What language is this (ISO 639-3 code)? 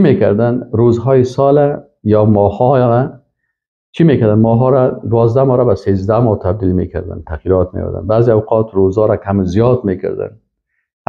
fas